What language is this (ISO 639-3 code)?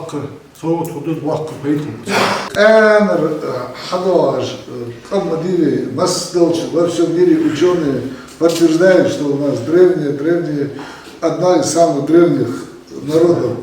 inh